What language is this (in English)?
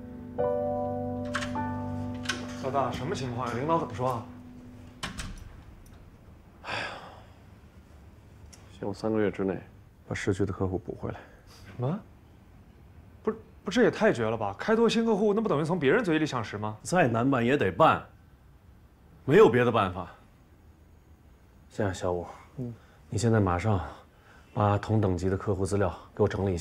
Chinese